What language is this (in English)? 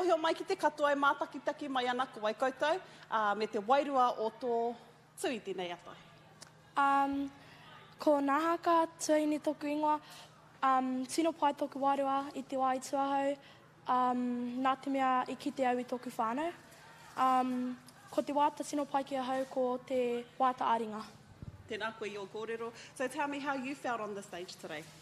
Māori